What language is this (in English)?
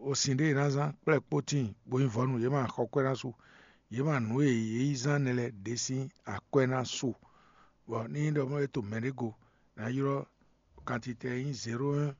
Fon